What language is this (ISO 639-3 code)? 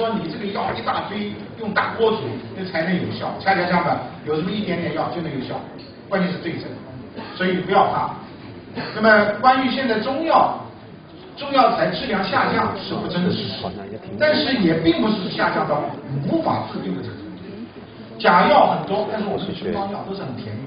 zho